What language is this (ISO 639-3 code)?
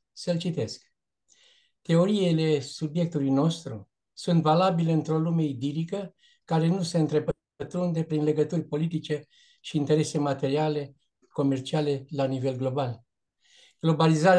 ron